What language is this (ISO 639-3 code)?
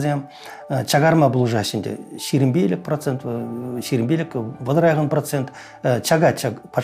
chv